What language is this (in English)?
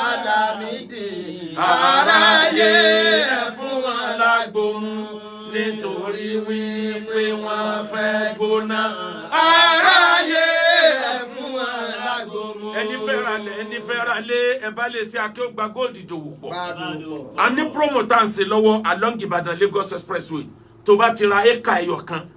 Yoruba